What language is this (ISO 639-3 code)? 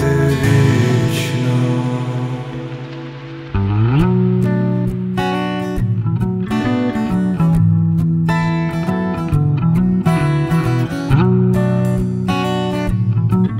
ukr